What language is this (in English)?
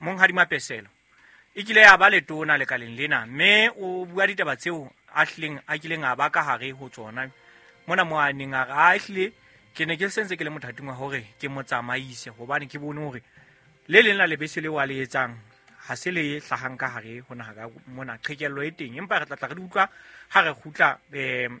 Southern Sotho